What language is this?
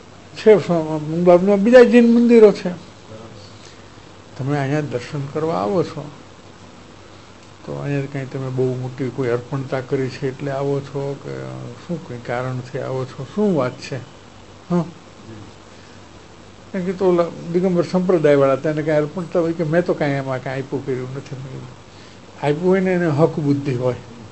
Gujarati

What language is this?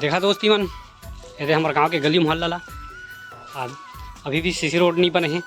Chhattisgarhi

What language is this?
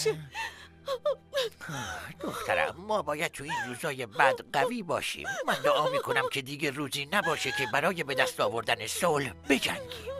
Persian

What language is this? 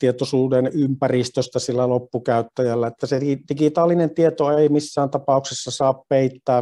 Finnish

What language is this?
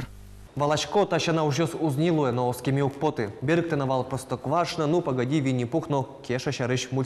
Udmurt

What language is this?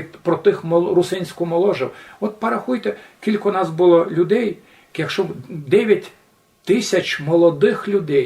Rusyn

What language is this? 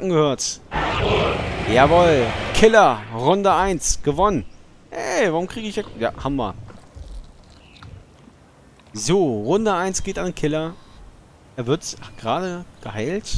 German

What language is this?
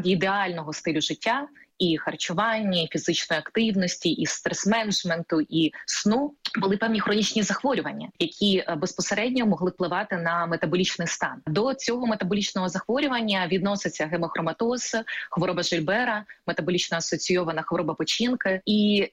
Ukrainian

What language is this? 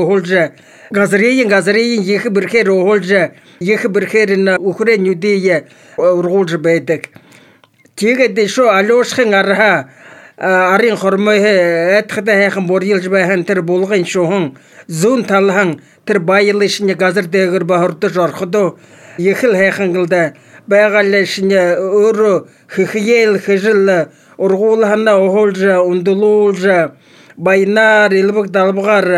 Mongolian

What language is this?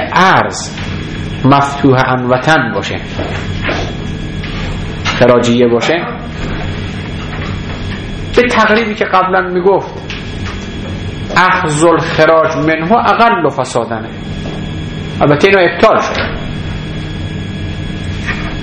Persian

